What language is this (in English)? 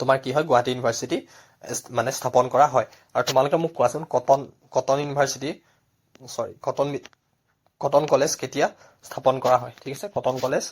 Assamese